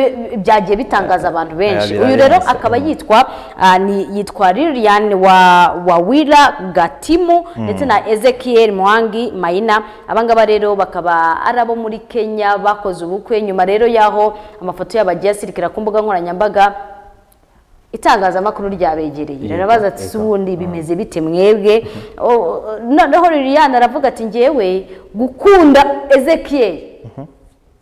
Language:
Kinyarwanda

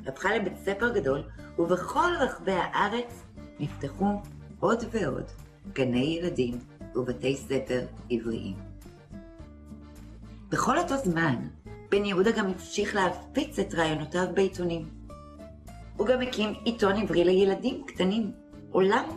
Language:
Hebrew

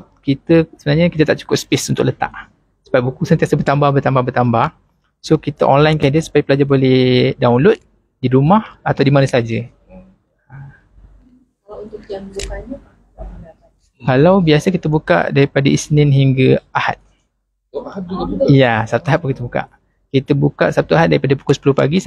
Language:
Malay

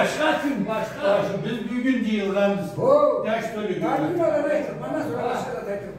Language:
Karachay-Balkar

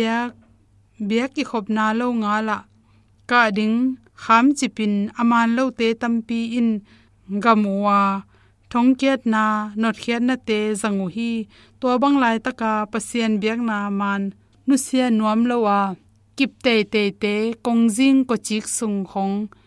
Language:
Tedim Chin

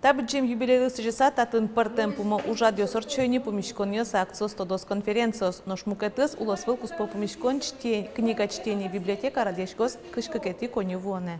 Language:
Udmurt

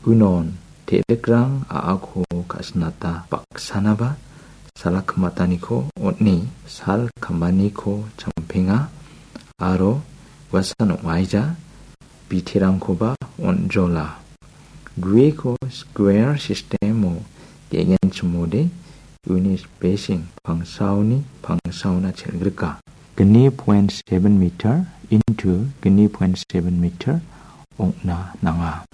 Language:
Garo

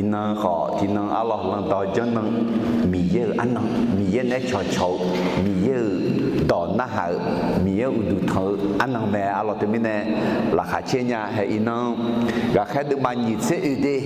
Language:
Akha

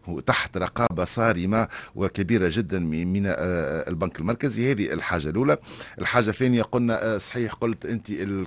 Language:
Tunisian Arabic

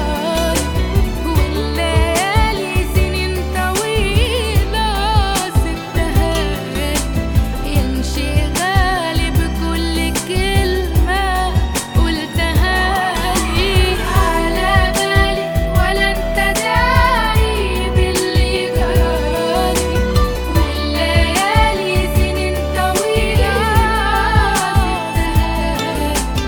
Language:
Egyptian Arabic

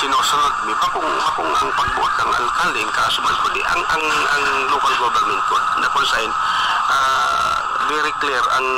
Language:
Bikol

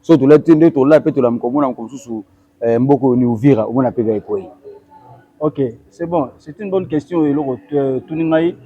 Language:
Lingala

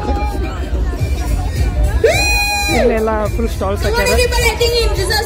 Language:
Kannada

